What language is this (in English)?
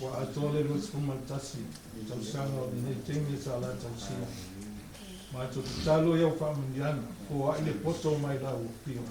Samoan